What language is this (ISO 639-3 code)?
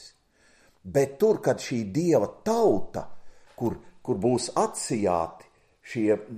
lav